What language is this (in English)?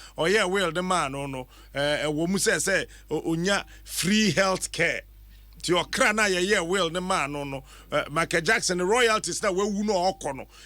Akan